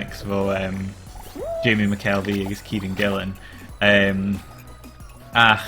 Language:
Scottish Gaelic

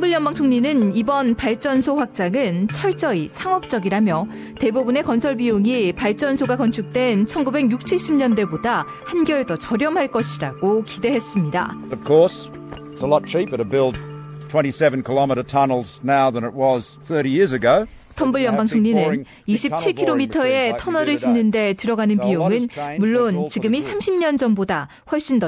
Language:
Korean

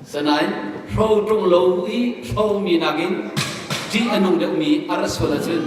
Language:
Hakha Chin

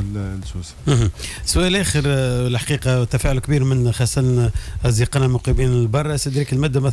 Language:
Tunisian Arabic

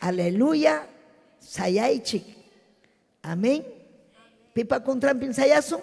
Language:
Ayacucho Quechua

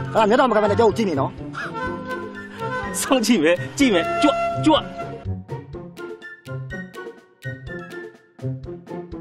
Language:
Burmese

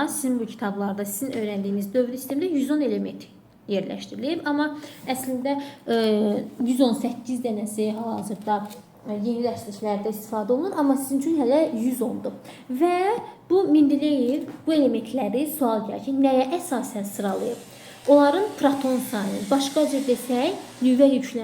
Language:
Azerbaijani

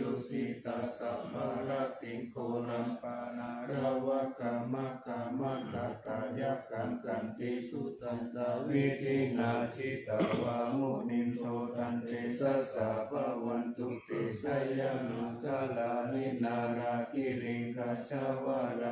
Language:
Pali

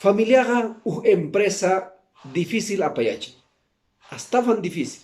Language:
Quechua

